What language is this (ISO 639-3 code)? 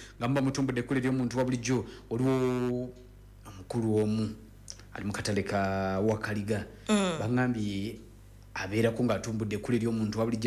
lug